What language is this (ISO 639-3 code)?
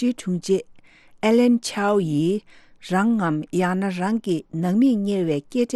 bod